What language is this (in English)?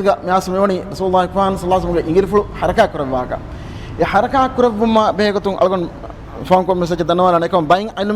Divehi